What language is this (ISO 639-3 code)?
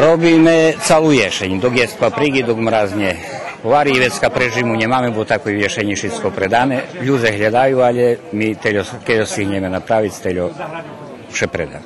rue